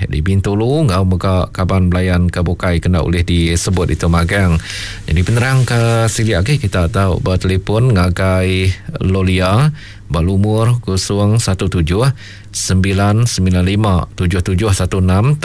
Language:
Iban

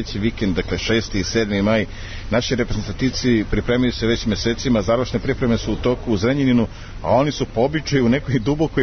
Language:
Serbian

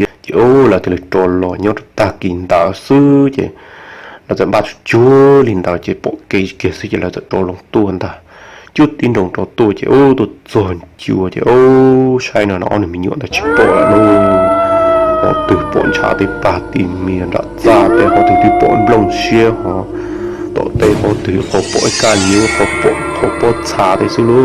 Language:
Hmong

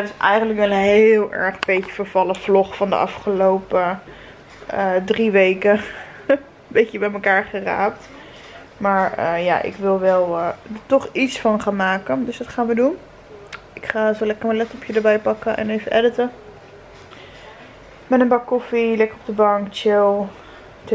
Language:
Dutch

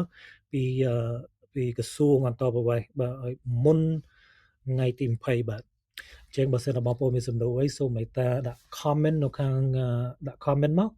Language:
Khmer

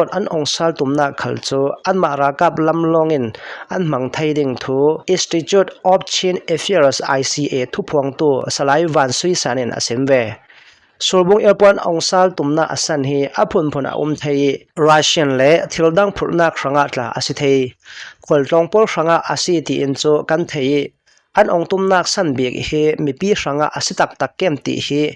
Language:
Hakha Chin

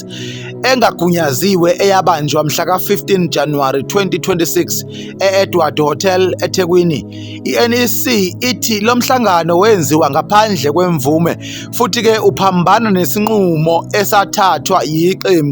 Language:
Zulu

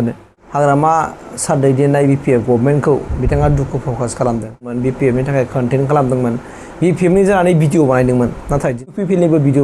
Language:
Bodo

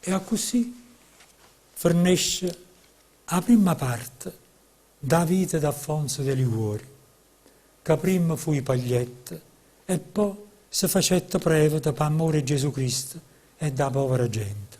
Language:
Neapolitan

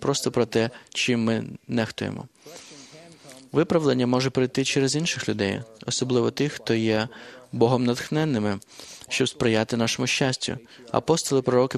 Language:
Ukrainian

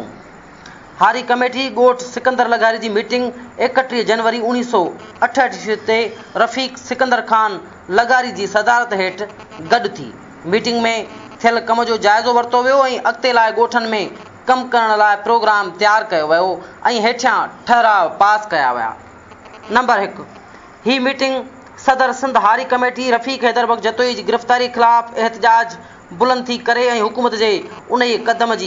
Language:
Sindhi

